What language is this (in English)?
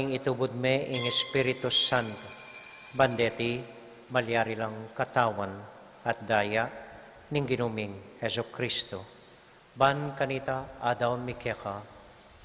Pampanga